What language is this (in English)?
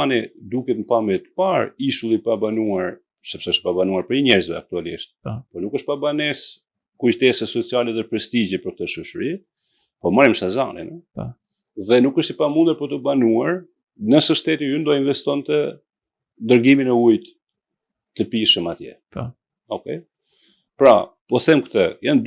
Albanian